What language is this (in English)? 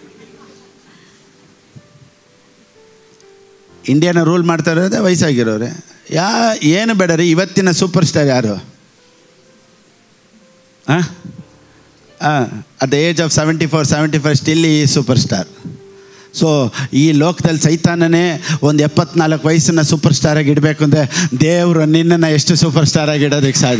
Kannada